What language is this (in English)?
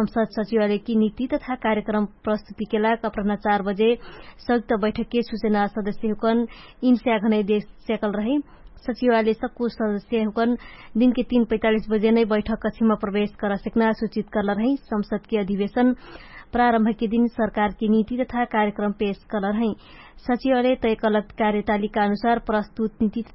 Dangaura Tharu